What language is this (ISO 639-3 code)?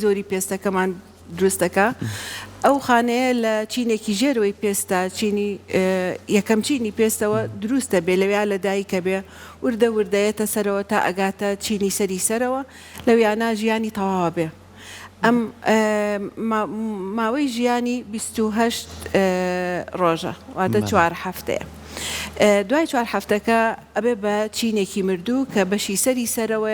ckb